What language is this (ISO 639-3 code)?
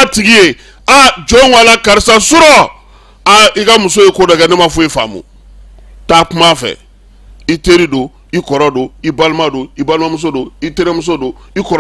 bam